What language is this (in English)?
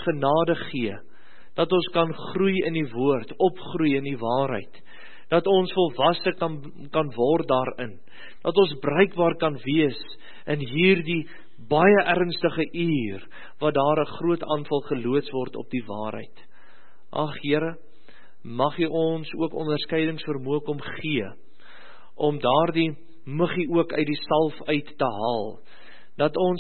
Afrikaans